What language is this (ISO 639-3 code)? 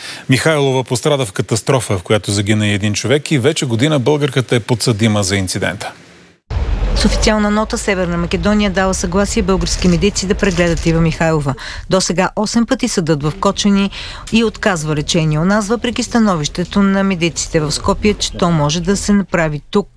bul